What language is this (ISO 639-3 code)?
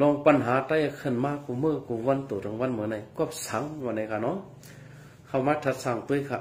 shn